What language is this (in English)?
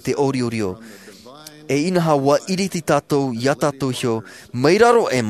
Tahitian